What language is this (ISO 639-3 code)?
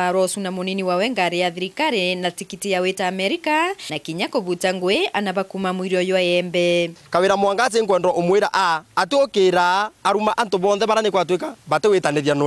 mer